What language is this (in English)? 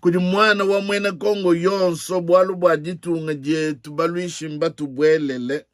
Luba-Lulua